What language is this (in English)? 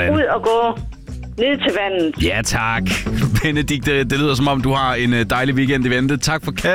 Danish